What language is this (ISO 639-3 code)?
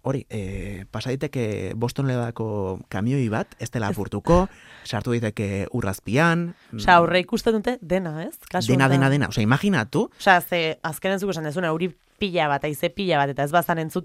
eus